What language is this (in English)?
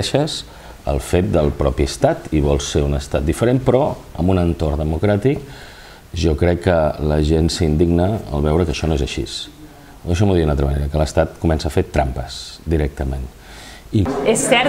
Catalan